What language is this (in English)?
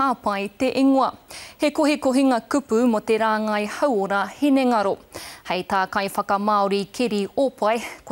Māori